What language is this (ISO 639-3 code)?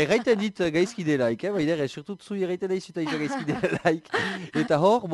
eus